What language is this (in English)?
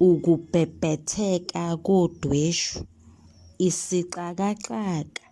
Zulu